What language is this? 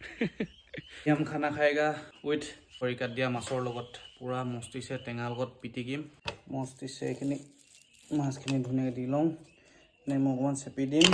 Assamese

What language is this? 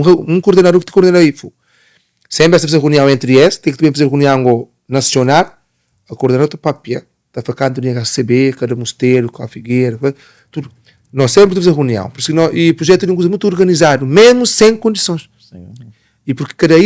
Kabuverdianu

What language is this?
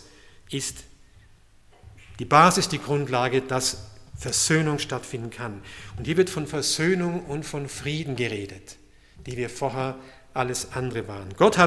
German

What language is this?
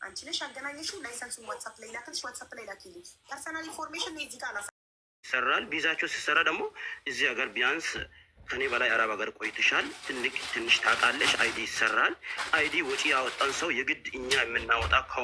Amharic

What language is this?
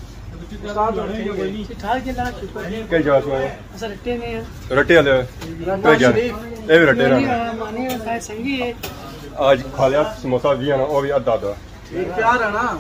Pahari-Potwari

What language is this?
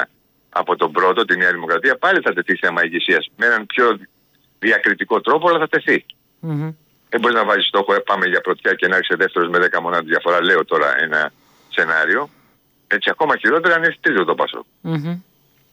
Greek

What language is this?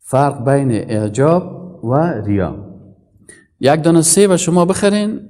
Persian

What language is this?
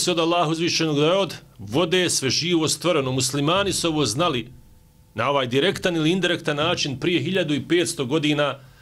Bosnian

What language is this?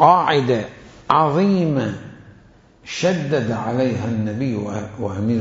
Mesopotamian Arabic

